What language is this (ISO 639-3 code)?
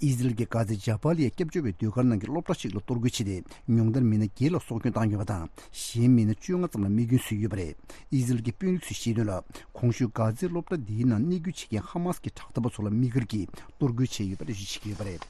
bod